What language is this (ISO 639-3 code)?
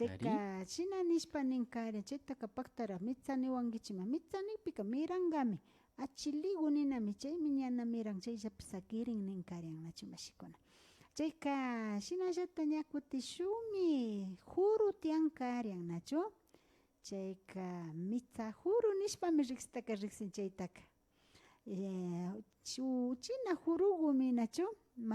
qvi